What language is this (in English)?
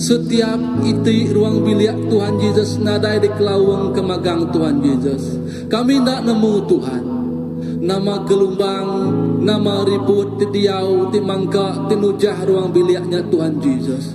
Iban